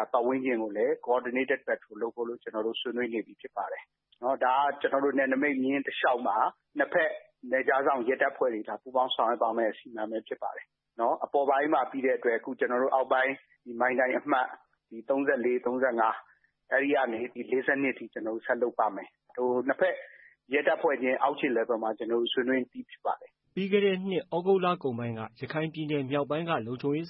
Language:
Burmese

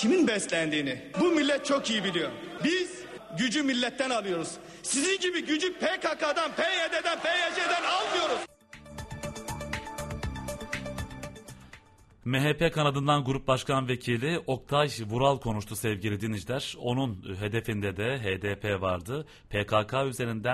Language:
Turkish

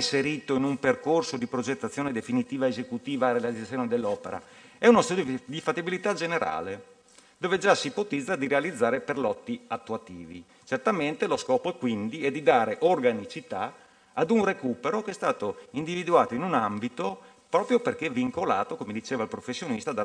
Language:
Italian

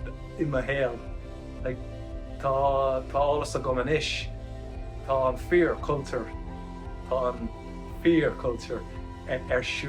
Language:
Irish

